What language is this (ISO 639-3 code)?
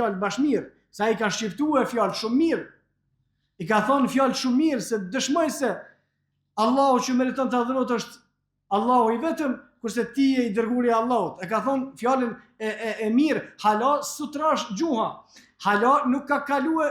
sqi